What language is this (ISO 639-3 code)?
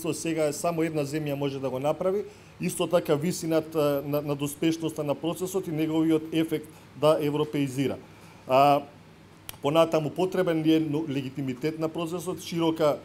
mkd